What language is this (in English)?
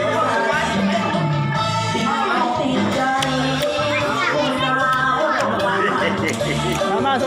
Lao